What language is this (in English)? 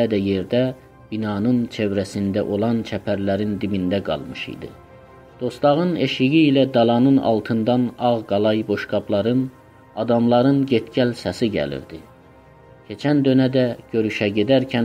South Azerbaijani